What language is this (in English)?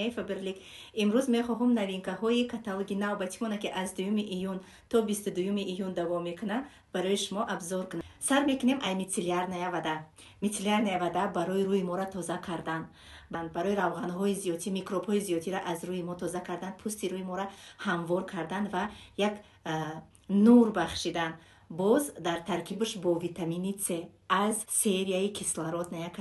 Tajik